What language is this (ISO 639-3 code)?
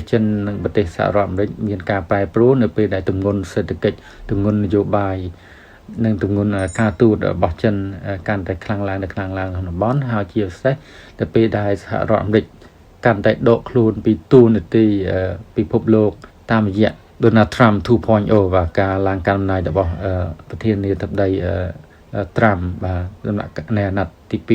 khm